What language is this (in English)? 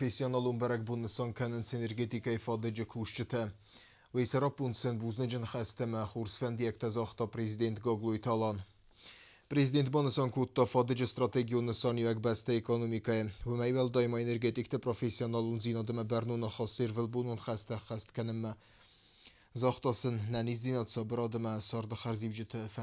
Ossetic